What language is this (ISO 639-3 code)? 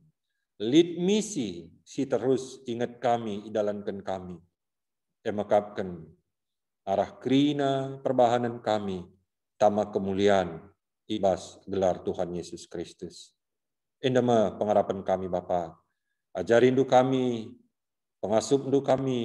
btx